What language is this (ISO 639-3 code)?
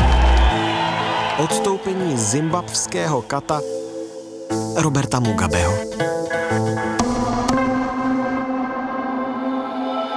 ces